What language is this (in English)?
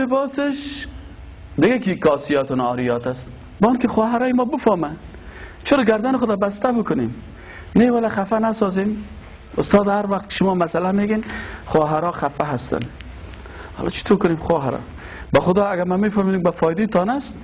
Persian